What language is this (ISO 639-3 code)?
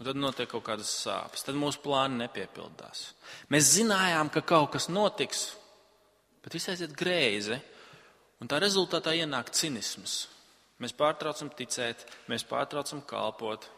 lav